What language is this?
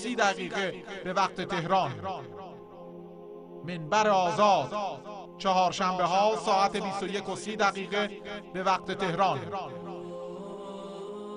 Persian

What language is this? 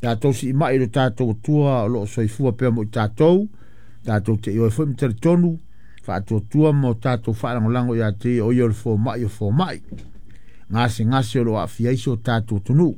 Samoan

